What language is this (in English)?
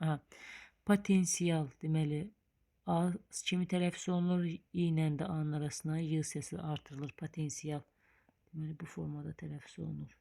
Azerbaijani